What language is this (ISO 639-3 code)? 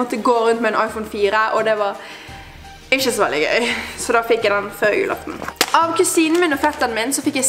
nor